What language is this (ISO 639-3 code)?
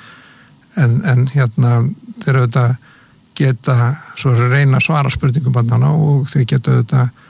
isl